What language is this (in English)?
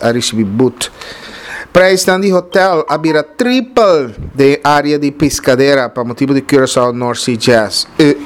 Papiamento